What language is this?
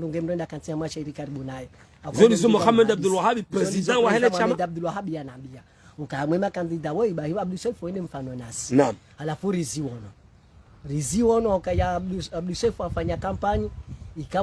Ngazidja Comorian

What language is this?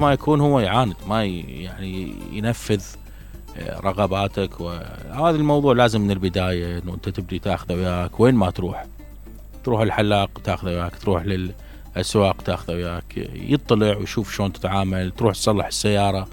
Mesopotamian Arabic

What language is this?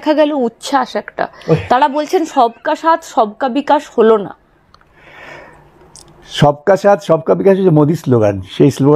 Bangla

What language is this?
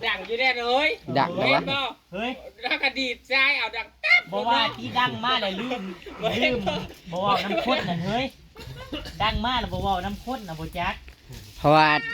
Northeastern Thai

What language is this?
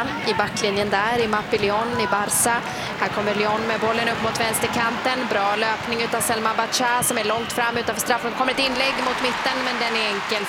Swedish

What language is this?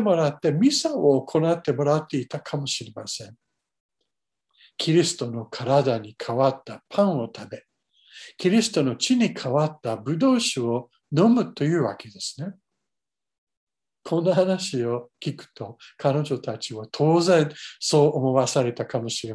Japanese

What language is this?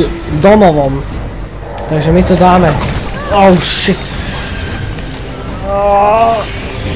Slovak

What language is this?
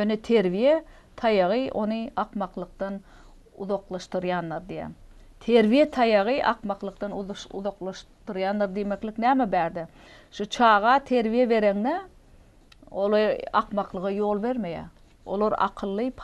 Turkmen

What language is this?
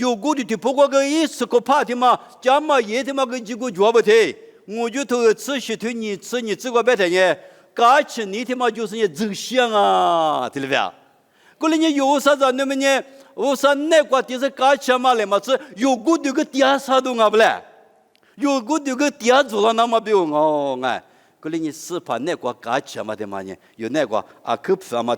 Lisu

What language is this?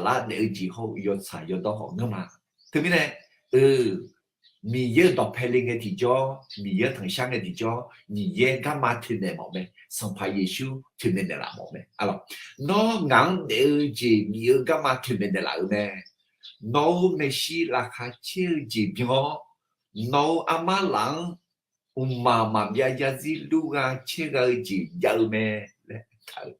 Akha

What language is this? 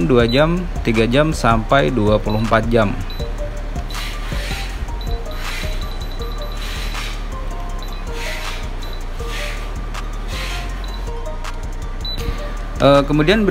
Indonesian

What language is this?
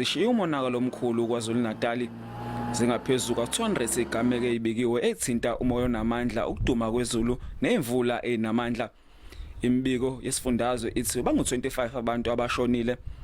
Zulu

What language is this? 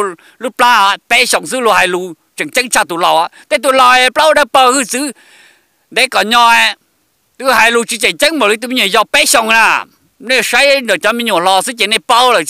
Hmong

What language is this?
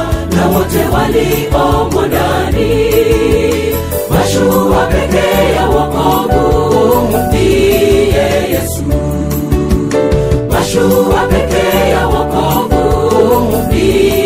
Swahili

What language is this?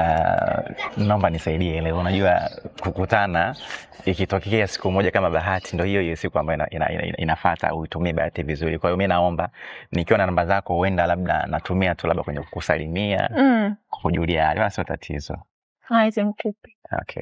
Swahili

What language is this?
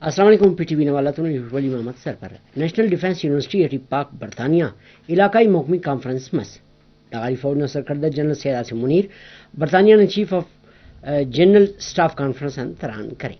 Brahui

